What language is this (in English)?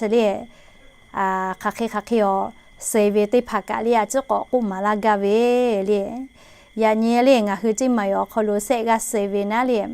Lahu